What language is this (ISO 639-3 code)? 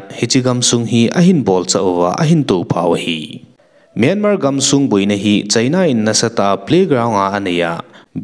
tcz